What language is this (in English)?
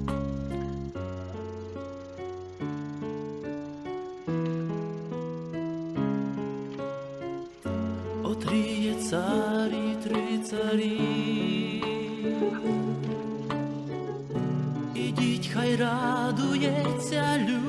Ukrainian